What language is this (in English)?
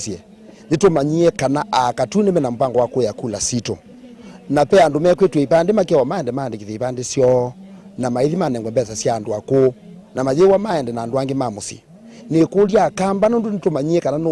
Kamba